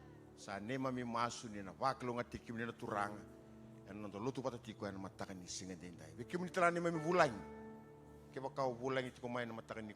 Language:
Fijian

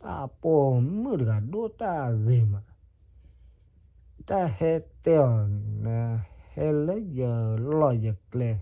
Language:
S'gaw Karen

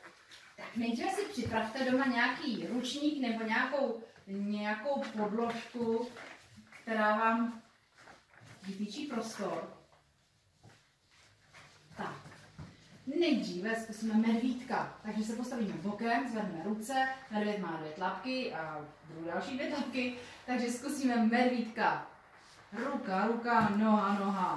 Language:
Czech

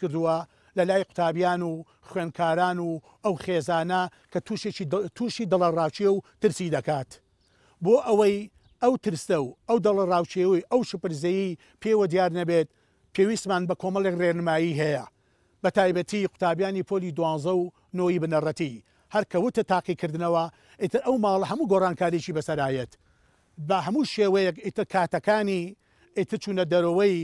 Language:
Central Kurdish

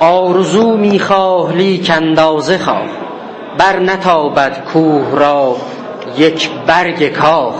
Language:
South Azerbaijani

